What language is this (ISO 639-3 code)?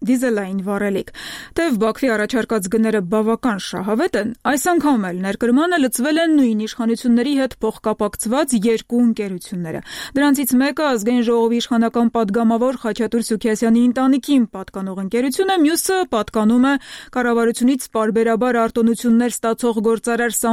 hye